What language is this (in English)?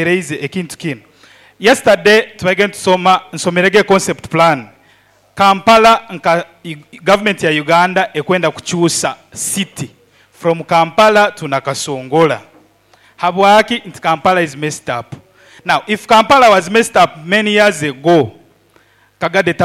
Nyoro